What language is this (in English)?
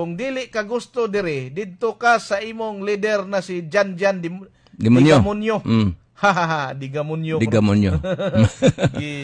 Cebuano